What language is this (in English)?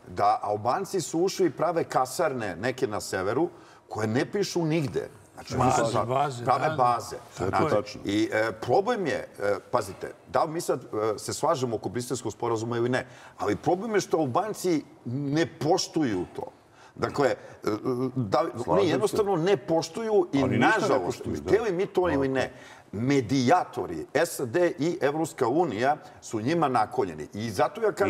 Serbian